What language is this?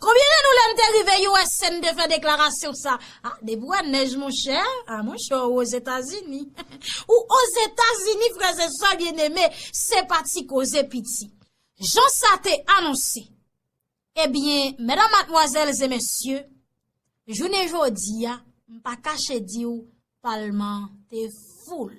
Haitian Creole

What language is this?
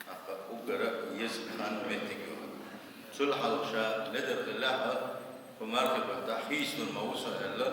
Chechen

